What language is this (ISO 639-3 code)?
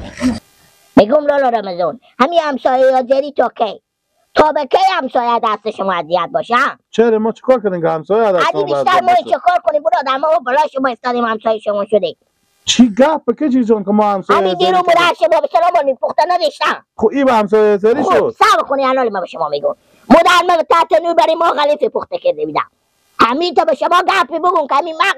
fas